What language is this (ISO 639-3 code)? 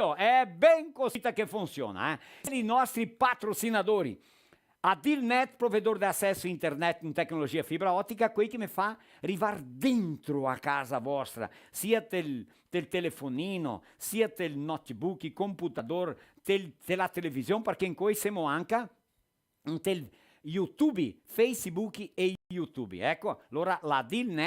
vec